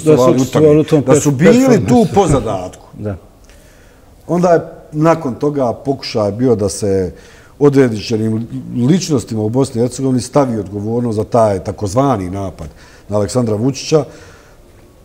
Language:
Bosnian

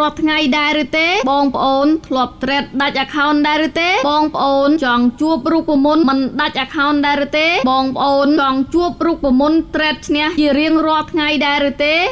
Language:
Khmer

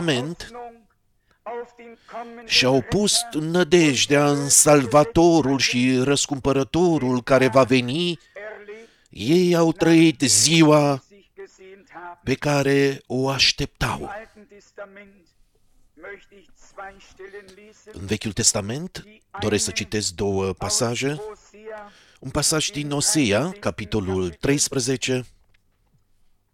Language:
Romanian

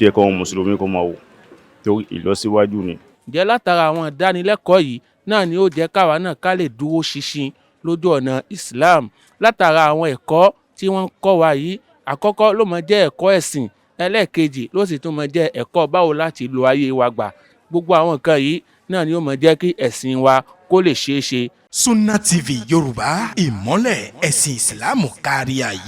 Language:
Yoruba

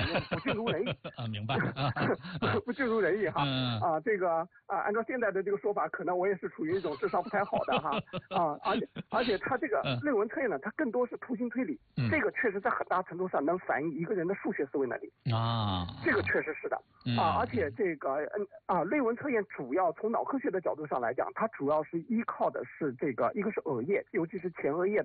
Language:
Chinese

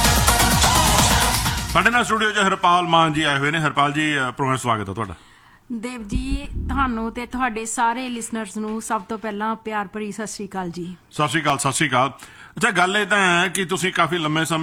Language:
Punjabi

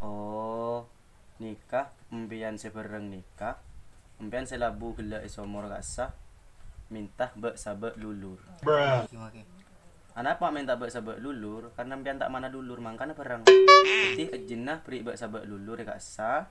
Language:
Madurese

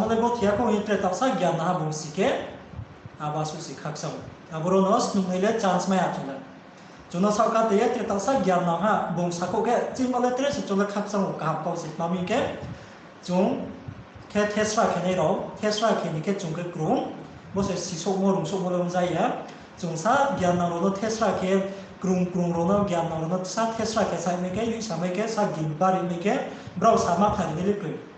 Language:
Riang (India)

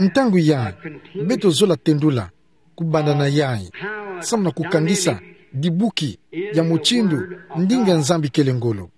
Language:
Kituba (Democratic Republic of Congo)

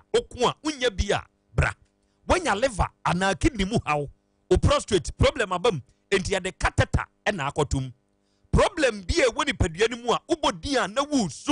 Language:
Akan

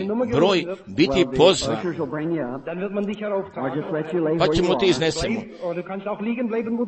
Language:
Croatian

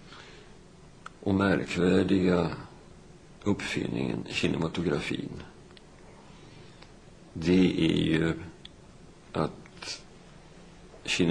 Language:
Swedish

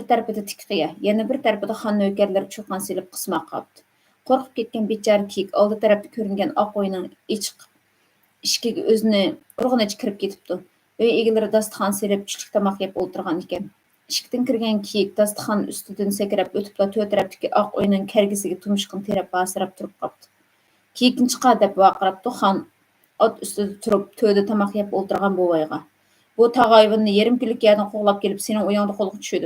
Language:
Uyghur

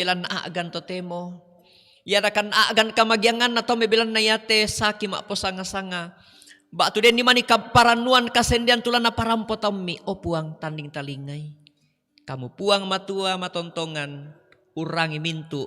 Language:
Toraja-Sa'dan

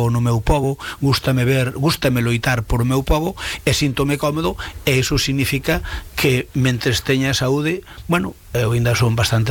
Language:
Galician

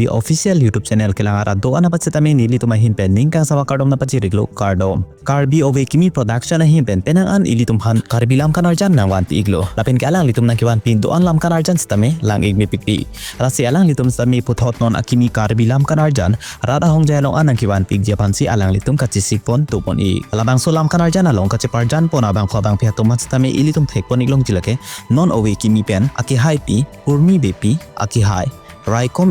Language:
Karbi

